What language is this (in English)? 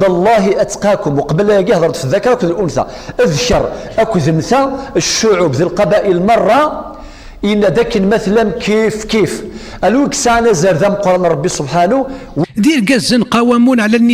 Kabyle